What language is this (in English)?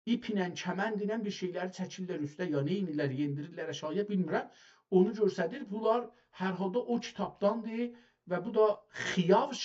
South Azerbaijani